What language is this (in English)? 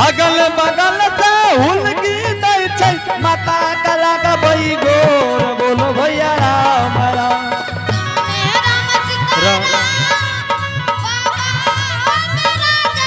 Angika